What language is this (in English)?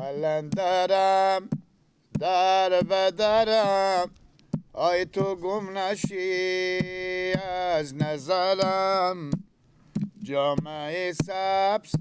Persian